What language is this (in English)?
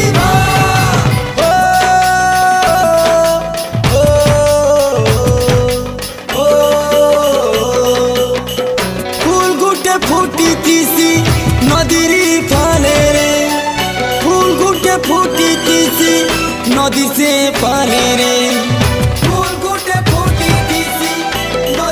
Sambalpuri